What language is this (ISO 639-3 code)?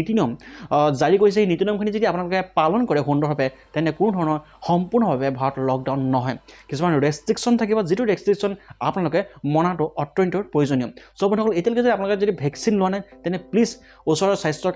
asm